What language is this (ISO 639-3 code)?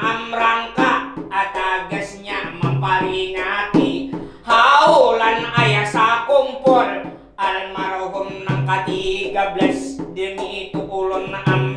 bjn